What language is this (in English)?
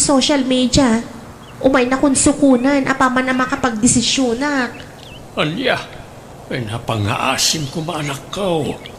Iloko